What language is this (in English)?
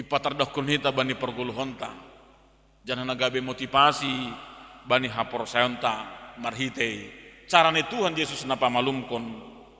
Batak Simalungun